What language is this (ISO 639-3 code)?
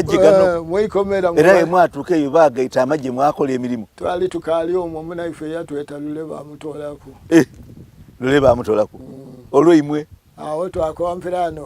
xog